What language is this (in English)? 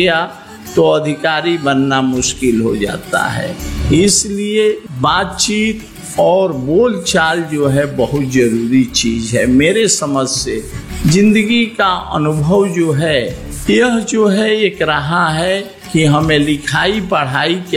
Hindi